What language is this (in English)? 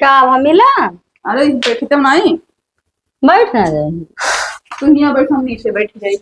Awadhi